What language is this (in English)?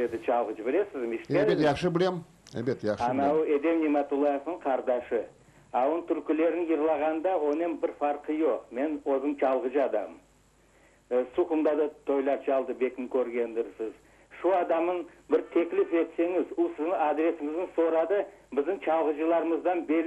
Crimean Tatar